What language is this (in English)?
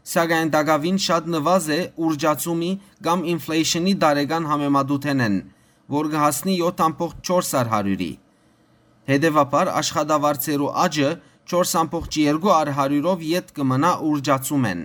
Western Armenian